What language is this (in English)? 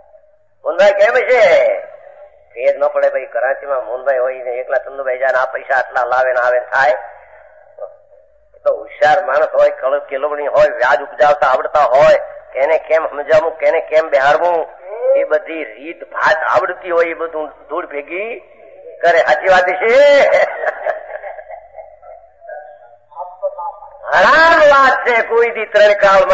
Gujarati